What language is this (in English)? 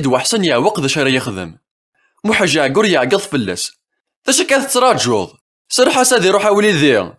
Kabyle